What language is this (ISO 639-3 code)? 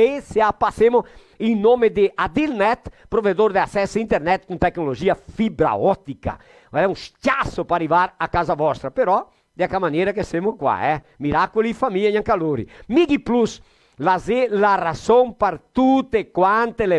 vec